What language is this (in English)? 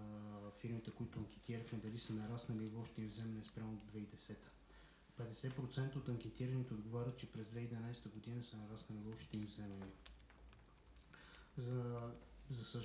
Bulgarian